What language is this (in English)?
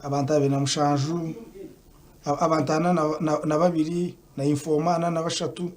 Nyankole